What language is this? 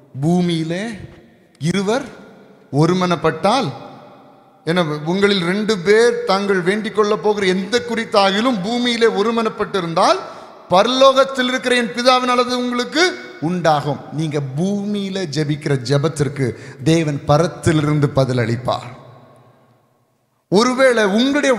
Tamil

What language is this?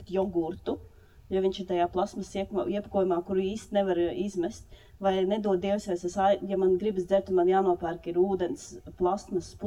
Latvian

